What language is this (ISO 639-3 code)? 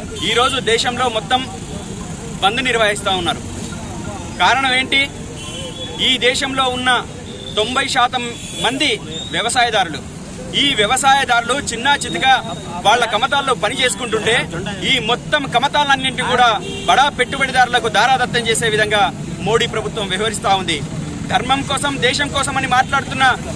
tel